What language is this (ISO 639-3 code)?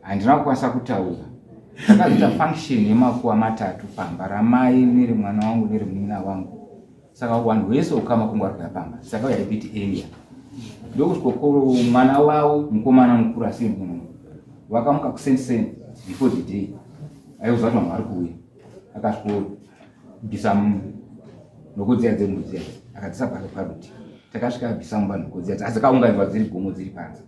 sna